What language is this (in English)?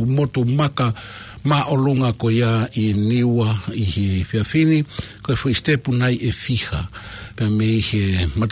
Tongan